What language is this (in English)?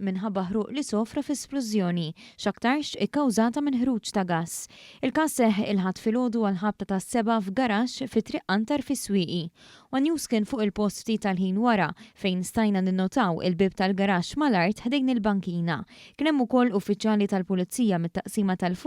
Maltese